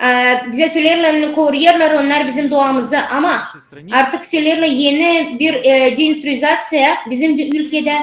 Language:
Gagauz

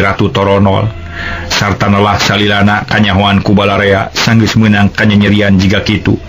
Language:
Sundanese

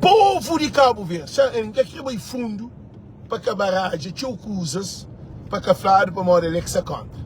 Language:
Kabuverdianu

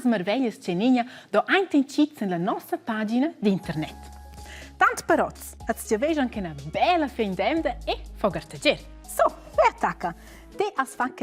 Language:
Romansh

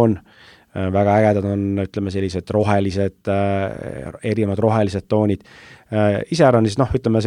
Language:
Estonian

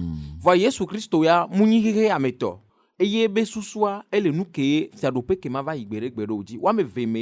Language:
Ewe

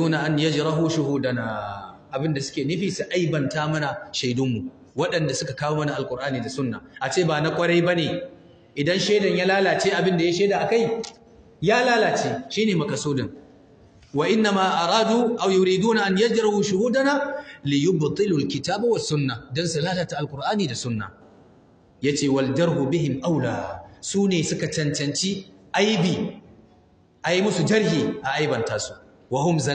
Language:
Hausa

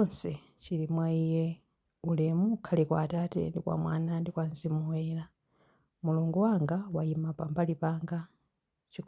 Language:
Nyanja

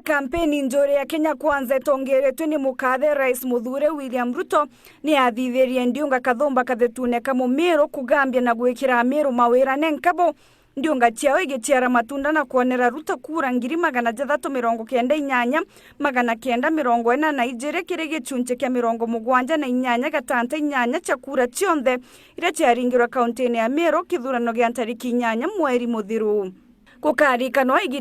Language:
Meru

